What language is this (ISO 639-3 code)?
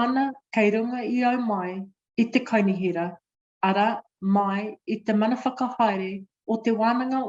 mri